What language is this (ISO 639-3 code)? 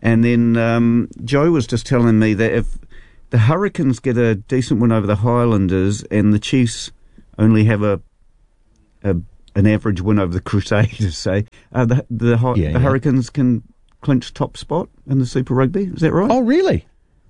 eng